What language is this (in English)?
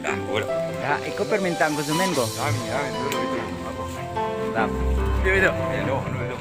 Minangkabau